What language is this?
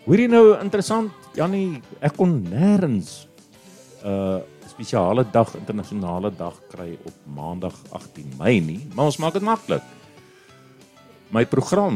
Afrikaans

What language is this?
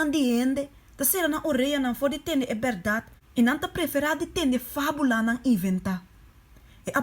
Papiamento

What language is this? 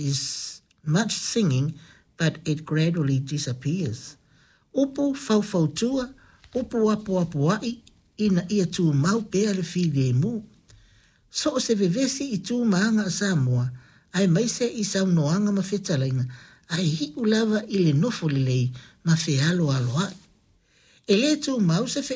Samoan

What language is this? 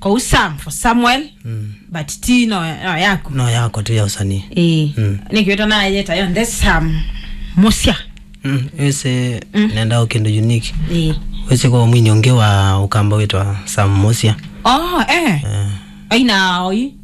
Kamba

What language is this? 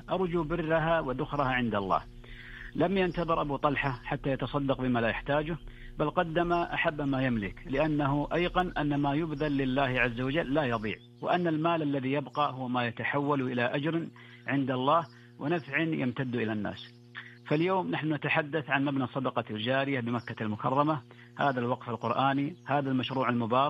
Arabic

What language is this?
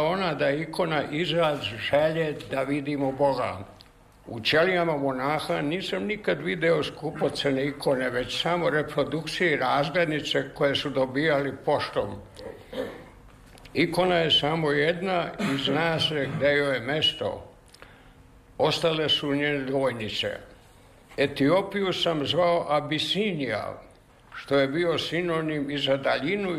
Serbian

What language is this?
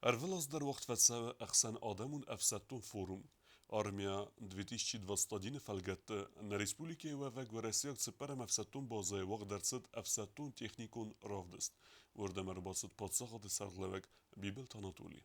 Ossetic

